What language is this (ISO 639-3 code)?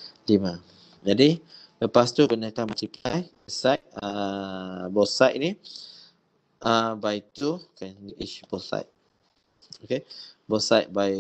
msa